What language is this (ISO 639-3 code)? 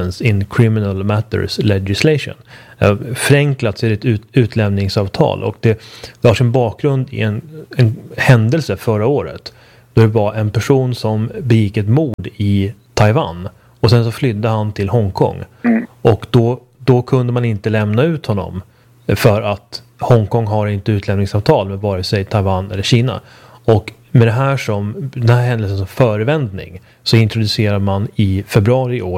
swe